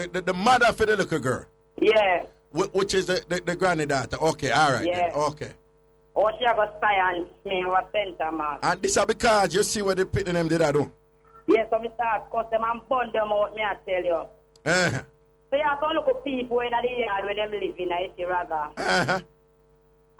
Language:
Jamaican Creole English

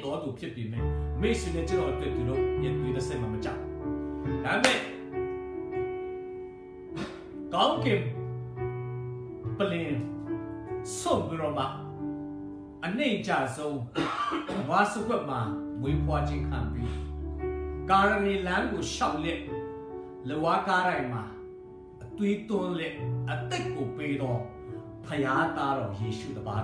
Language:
Burmese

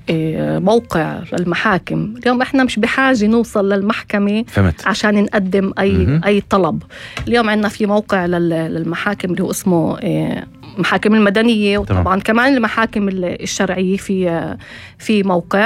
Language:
North Levantine Arabic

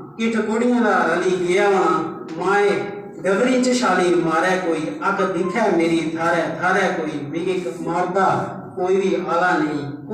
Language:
Dogri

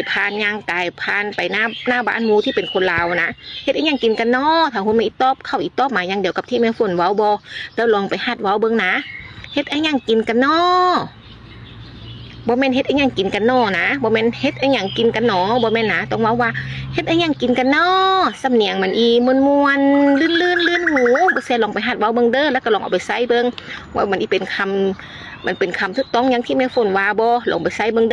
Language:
Lao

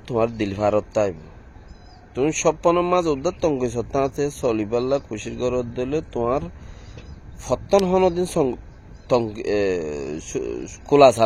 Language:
Rohingya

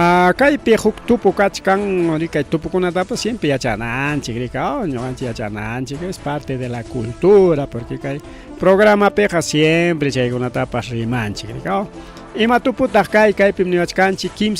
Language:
Ayacucho Quechua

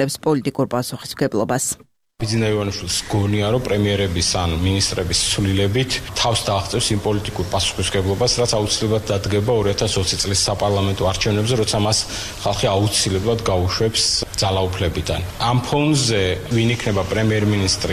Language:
Georgian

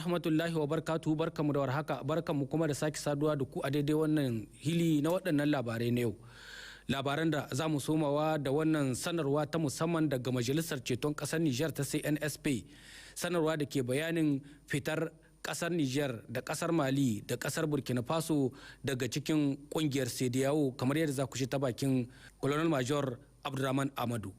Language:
Hausa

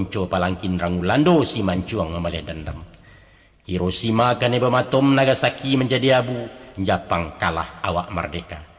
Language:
Minangkabau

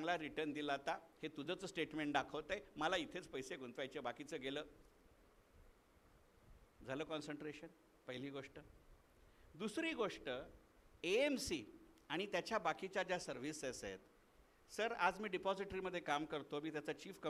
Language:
Marathi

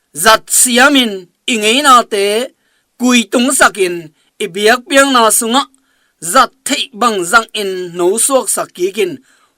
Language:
Tedim Chin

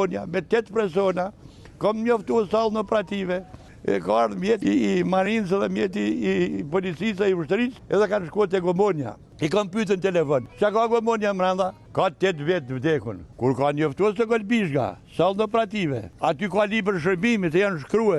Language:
Albanian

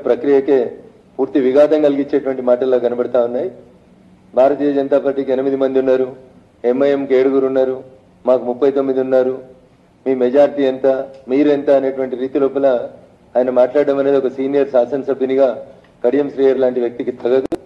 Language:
Telugu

